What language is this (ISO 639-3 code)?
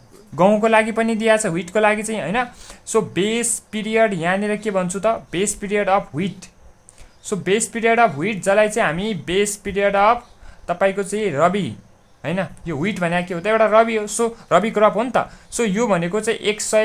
nep